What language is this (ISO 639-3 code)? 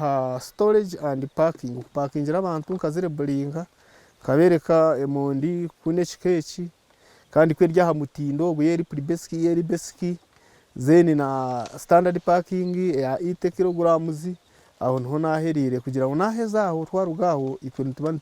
nyn